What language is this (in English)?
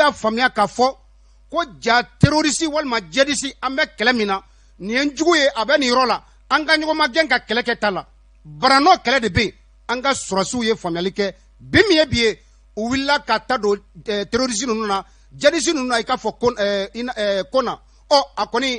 Bambara